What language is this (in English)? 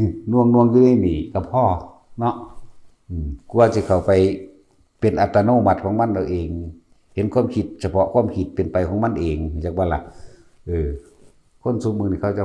Northeastern Thai